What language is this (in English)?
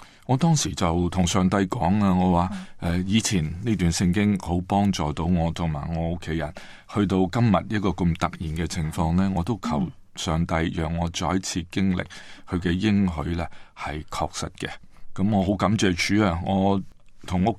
Cantonese